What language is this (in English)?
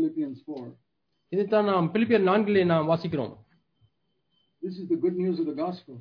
Tamil